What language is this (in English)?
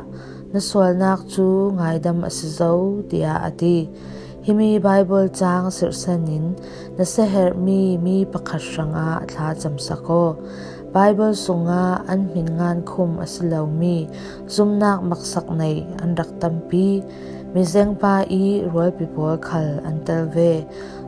Falam Chin